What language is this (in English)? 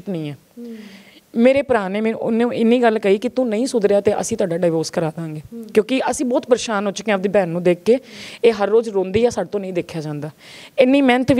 Punjabi